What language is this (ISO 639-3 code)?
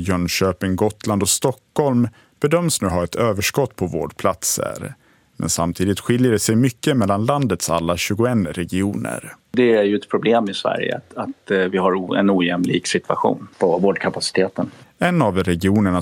swe